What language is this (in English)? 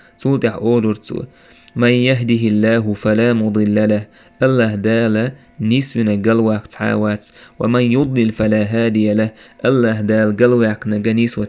Chechen